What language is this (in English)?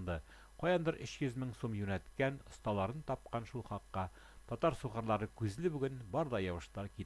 Tatar